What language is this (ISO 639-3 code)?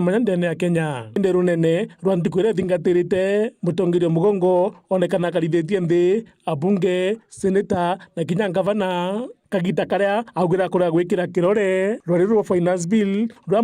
mer